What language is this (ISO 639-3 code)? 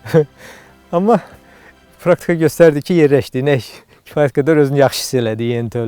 aze